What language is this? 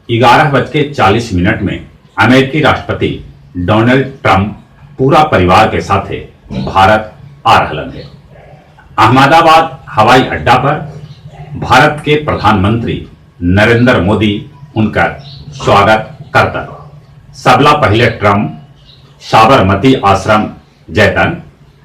Magahi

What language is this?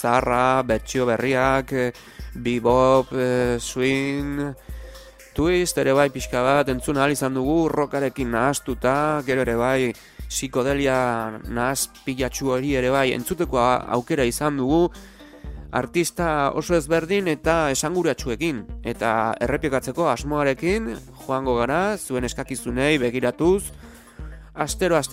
Basque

